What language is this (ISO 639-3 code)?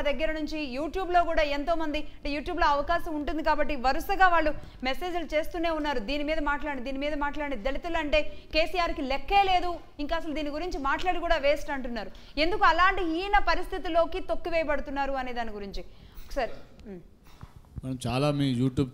tel